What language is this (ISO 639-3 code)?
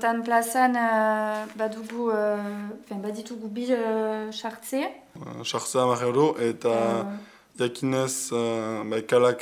eus